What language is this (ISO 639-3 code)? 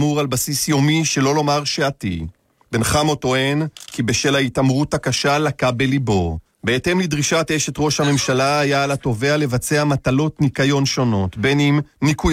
heb